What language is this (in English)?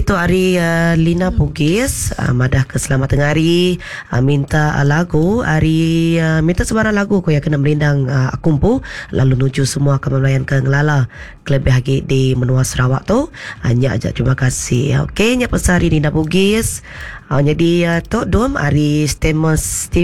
Iban